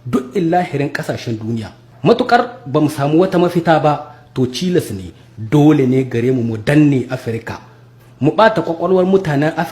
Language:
Hausa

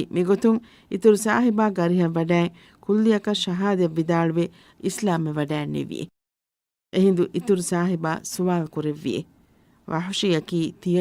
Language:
Divehi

